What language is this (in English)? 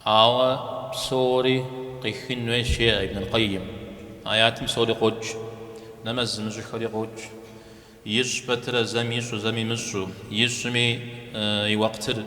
Kabardian